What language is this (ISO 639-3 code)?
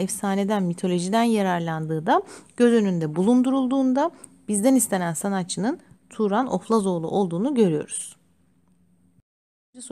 tur